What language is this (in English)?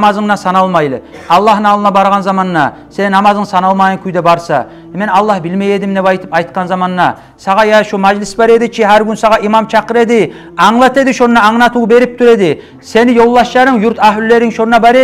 Kumyk